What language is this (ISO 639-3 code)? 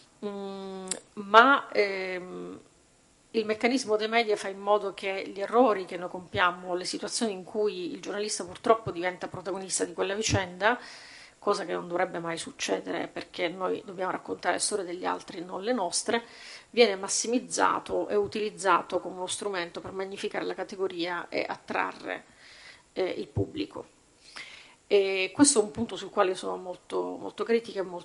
ita